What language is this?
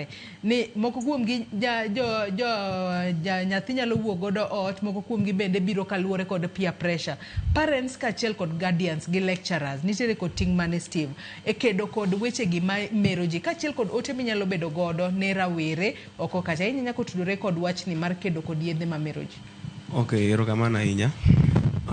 Luo (Kenya and Tanzania)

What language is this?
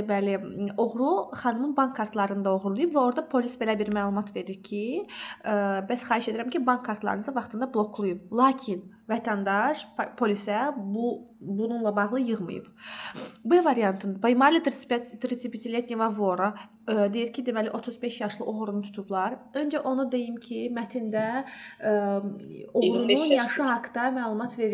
Azerbaijani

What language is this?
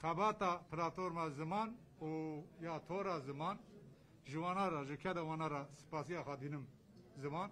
Kurdish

